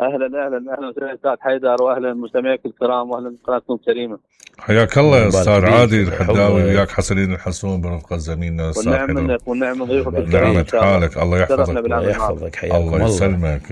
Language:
Mesopotamian Arabic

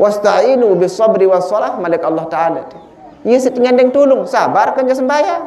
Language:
Sasak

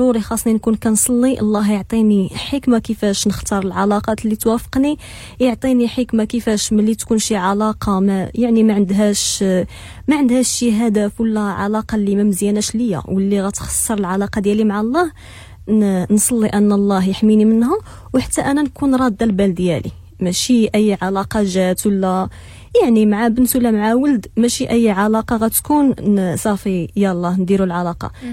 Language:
Moroccan Arabic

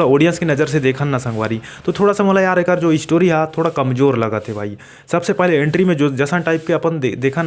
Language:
Chhattisgarhi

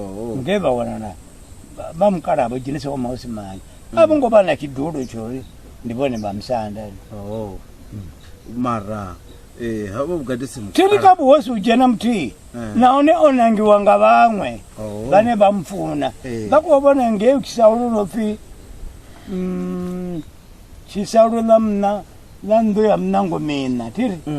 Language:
Venda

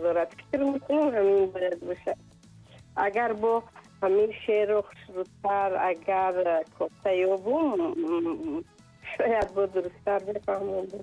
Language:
Tajik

